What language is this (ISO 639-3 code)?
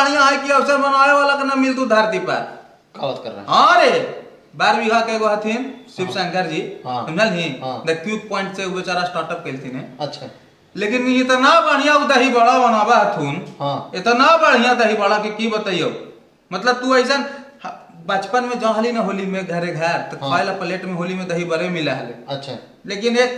mag